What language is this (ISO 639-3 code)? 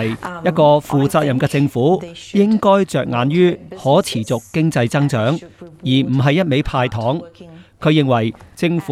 yue